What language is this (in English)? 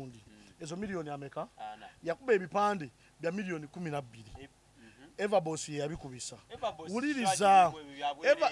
Ganda